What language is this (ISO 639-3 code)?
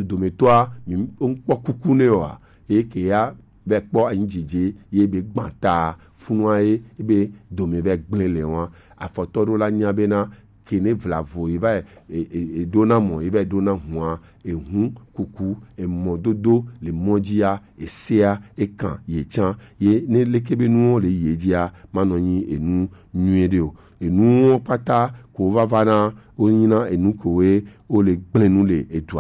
gej